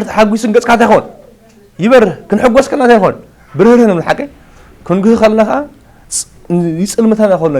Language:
Tigrinya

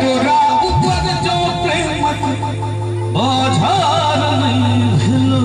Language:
Maithili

